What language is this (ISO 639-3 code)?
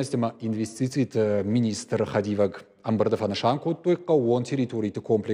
oss